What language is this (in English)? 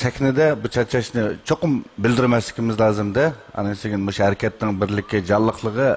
Uyghur